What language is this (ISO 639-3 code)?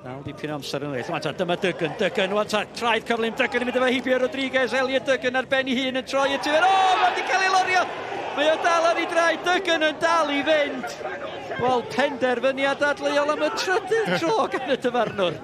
cym